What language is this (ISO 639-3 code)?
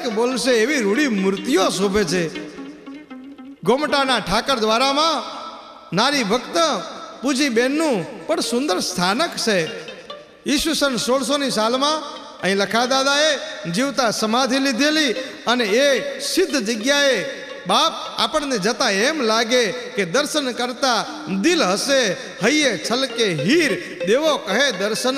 guj